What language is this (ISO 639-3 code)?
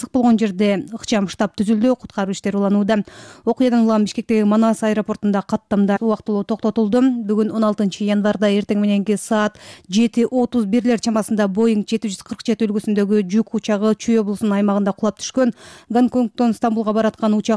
kir